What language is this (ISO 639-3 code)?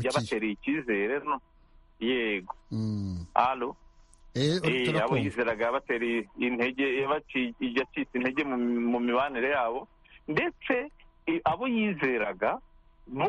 kin